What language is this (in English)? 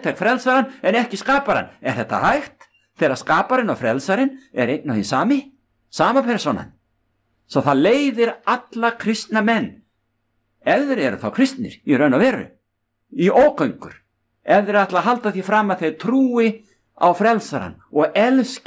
Icelandic